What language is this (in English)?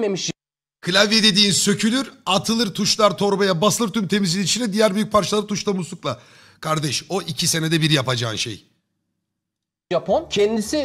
Turkish